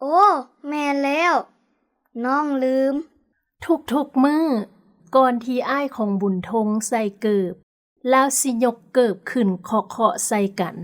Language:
Lao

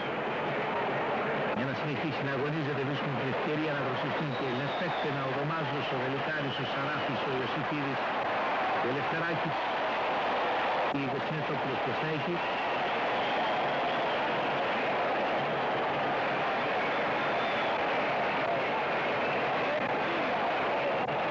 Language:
Greek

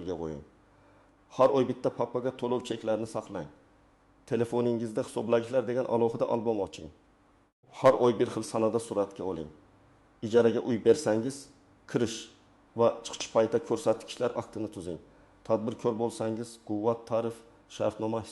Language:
Uzbek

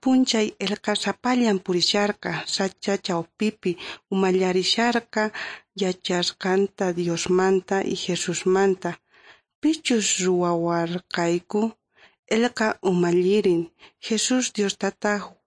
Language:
South Bolivian Quechua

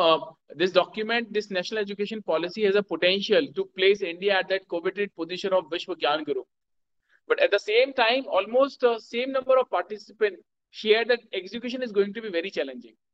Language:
English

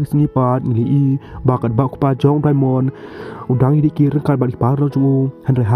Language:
Khasi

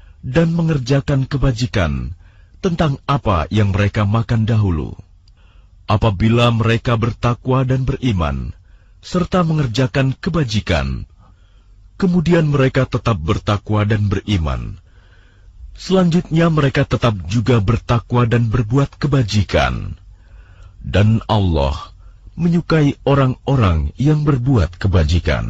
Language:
Indonesian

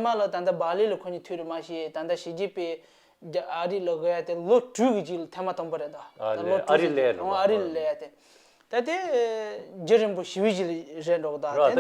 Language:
Tibetan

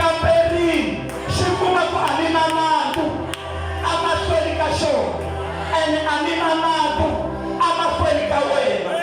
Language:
Tsonga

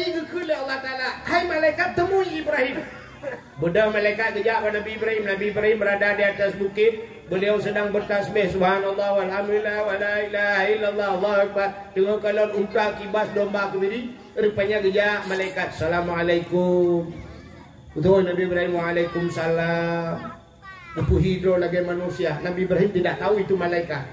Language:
Achinese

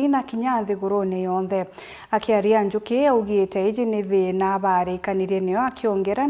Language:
Meru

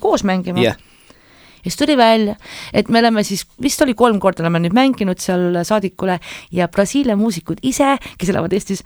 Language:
Estonian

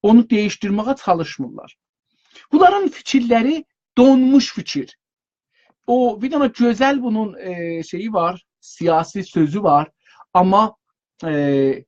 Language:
South Azerbaijani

